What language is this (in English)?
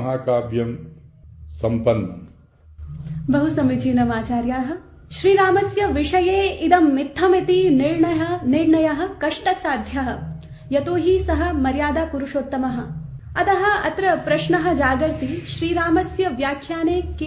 Sanskrit